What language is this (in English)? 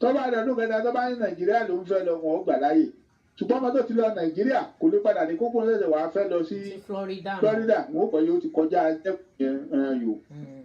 Yoruba